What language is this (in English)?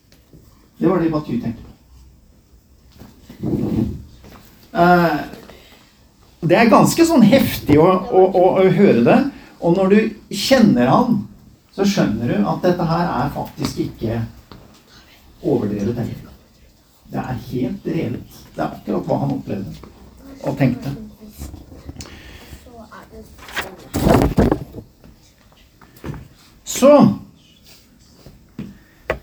Norwegian